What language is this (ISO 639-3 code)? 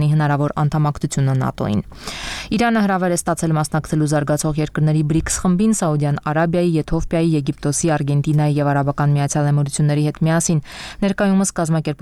hye